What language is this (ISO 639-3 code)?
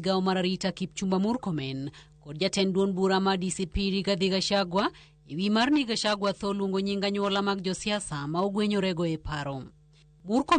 luo